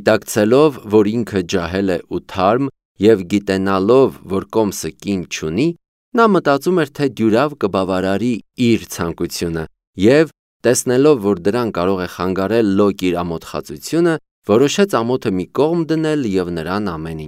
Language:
Armenian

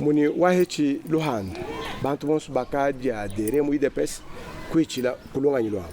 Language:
Luba-Lulua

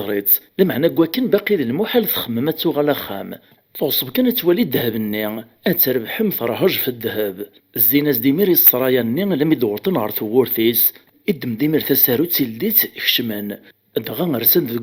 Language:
Kabyle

